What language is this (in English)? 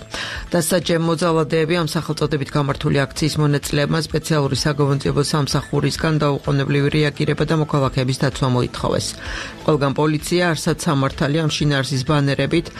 Georgian